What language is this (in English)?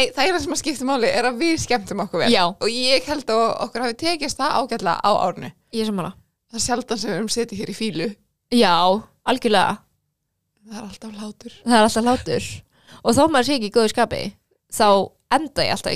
Icelandic